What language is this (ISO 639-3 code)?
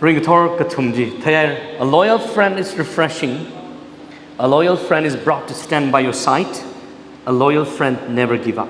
nmf